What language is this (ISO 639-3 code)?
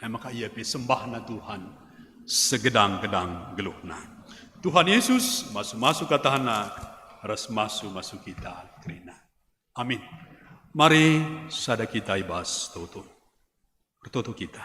btx